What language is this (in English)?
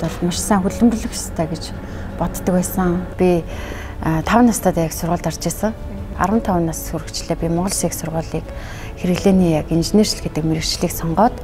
Mongolian